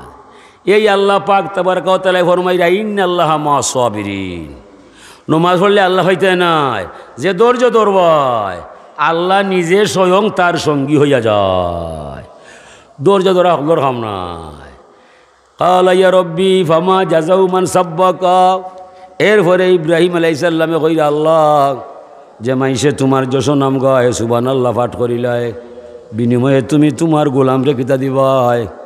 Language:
Sylheti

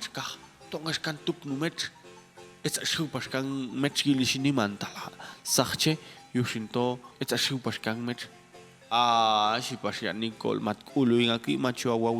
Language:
Popti'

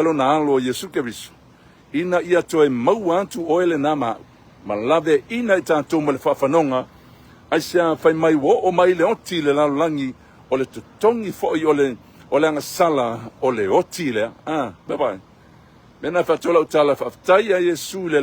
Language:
Samoan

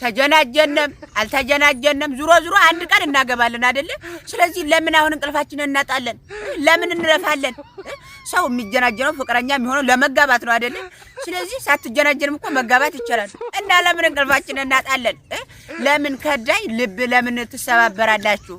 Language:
Amharic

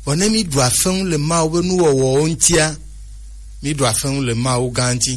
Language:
Gen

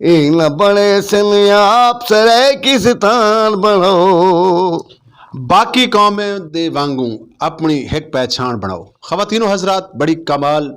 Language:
Saraiki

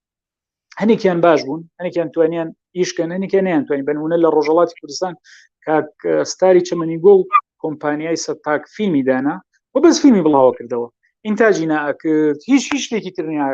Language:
Central Kurdish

